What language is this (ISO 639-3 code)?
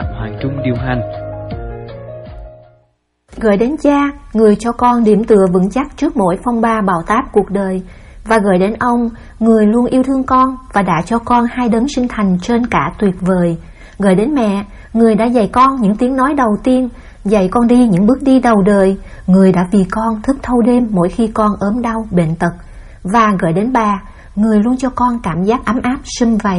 vie